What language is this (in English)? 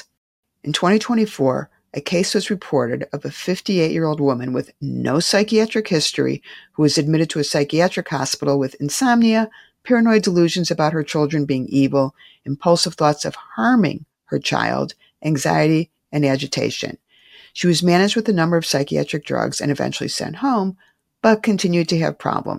English